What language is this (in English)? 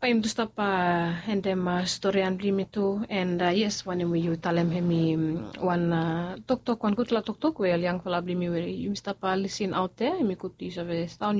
Bislama